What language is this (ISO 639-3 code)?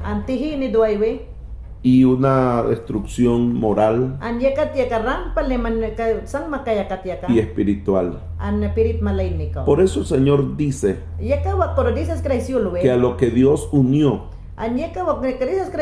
yan